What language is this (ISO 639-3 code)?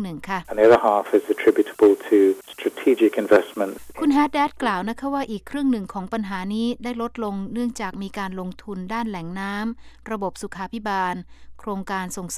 tha